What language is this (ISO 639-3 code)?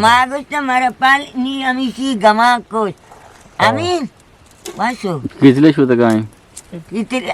bgp